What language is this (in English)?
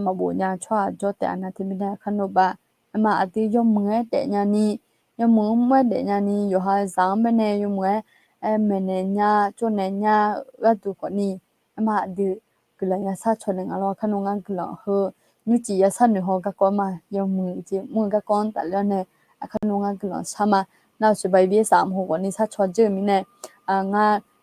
Akha